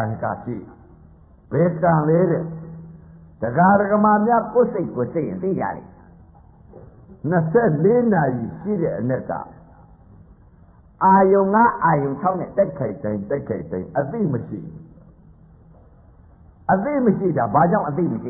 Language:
Burmese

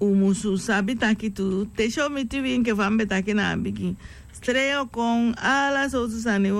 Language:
Sranan Tongo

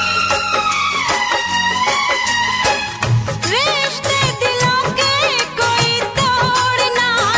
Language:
Hindi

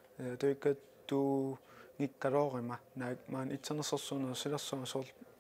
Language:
Kalaallisut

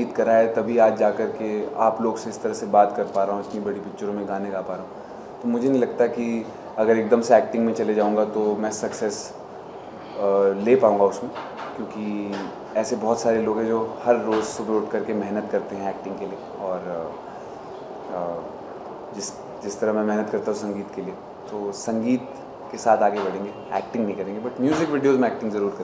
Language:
Hindi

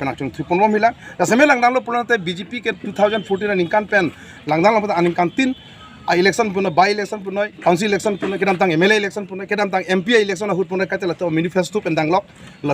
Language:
Karbi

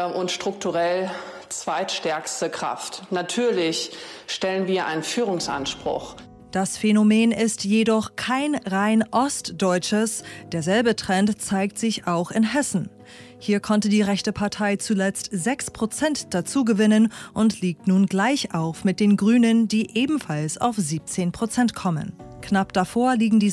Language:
German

